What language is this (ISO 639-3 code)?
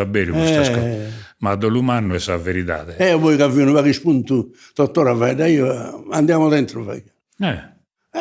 srd